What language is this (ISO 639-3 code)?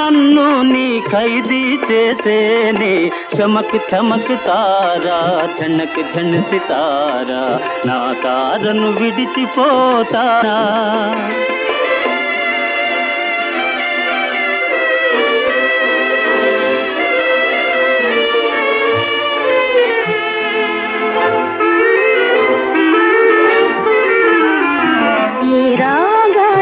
tel